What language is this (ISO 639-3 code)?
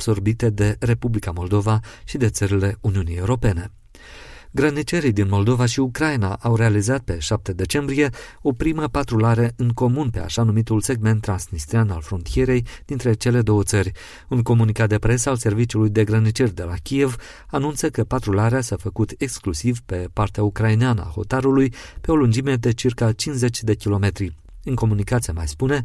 ron